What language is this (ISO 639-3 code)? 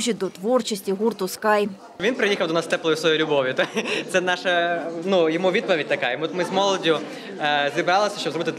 ukr